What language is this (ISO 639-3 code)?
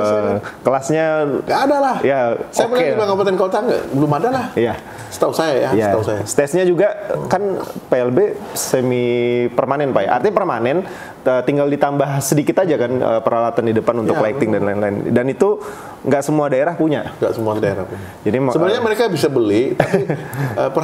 ind